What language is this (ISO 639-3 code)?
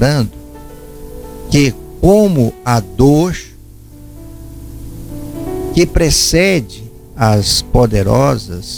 por